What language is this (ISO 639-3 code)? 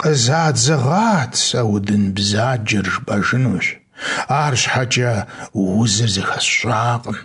kbd